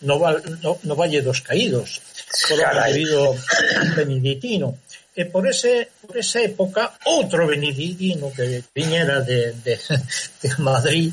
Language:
Galician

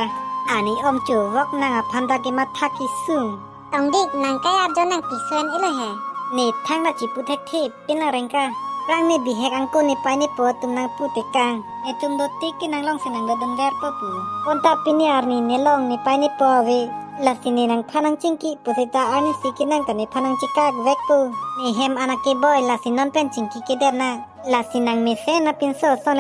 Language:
Karbi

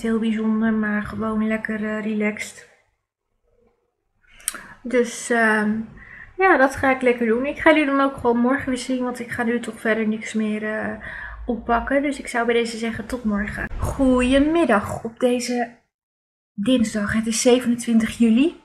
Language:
Dutch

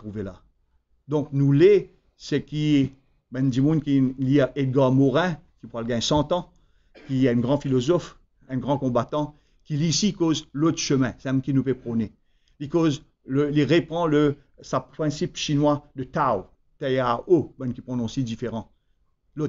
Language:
Morisyen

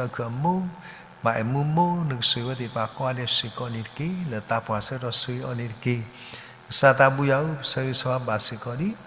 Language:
S'gaw Karen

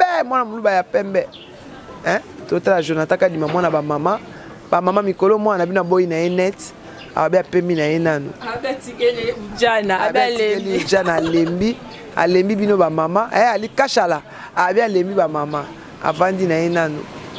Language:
Lingala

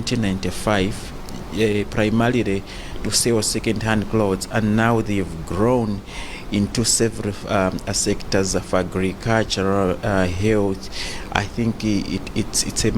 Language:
English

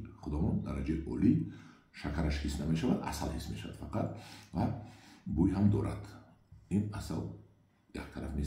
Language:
Tajik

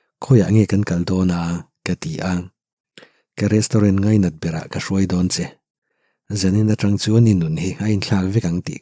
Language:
Mizo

